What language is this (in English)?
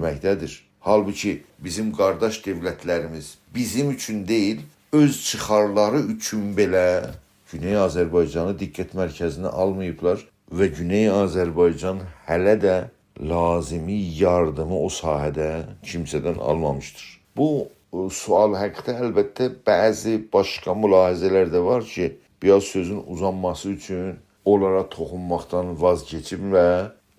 South Azerbaijani